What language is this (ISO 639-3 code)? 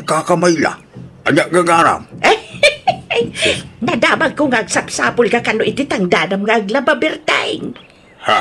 ilo